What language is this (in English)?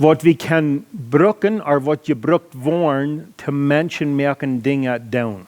Plautdietsch